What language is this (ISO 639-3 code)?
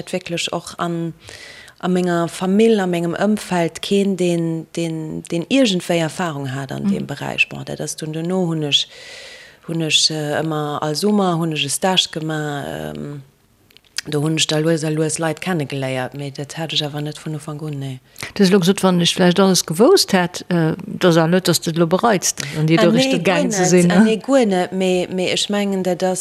ltz